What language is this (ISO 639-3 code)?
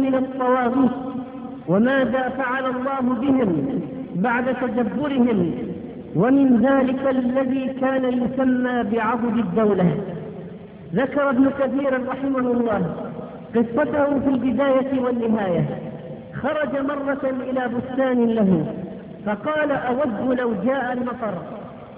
ara